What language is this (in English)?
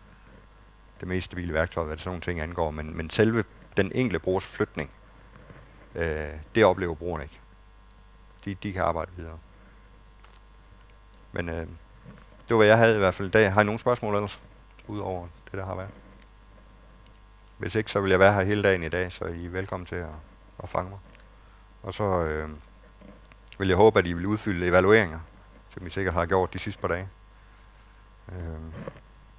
Danish